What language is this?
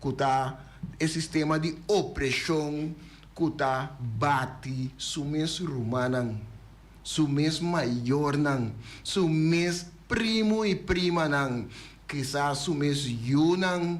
Papiamento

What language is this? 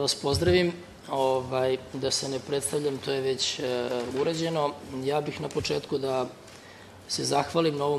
Serbian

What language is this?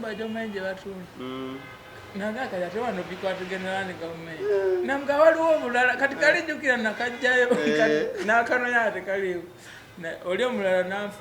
Ganda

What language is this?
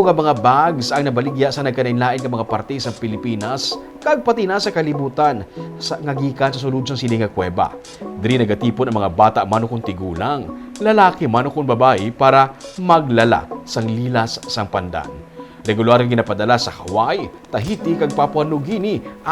Hiligaynon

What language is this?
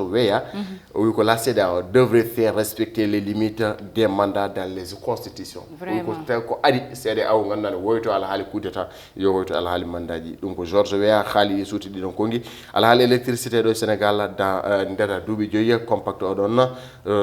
Fula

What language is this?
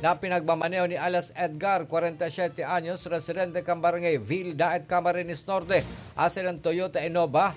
Bikol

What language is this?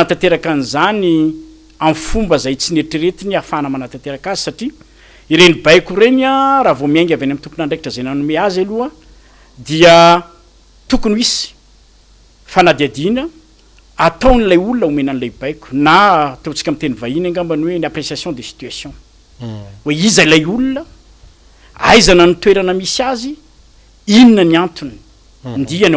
Malagasy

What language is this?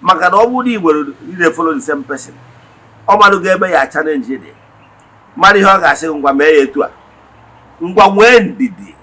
Igbo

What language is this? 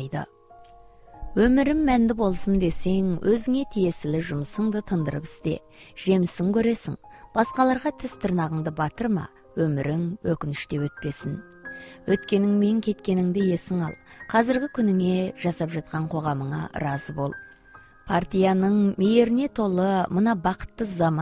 Kazakh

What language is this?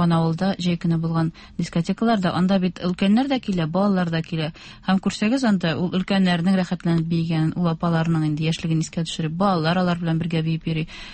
Tatar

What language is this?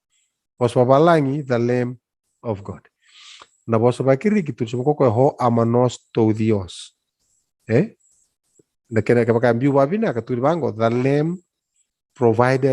Fijian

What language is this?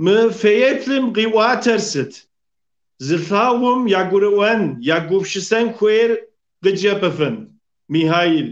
Kabardian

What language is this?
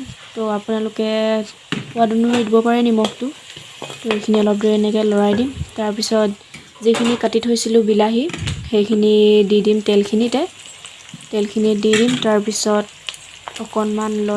Assamese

